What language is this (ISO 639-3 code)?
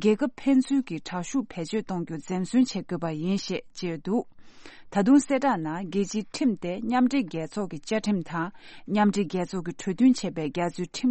bod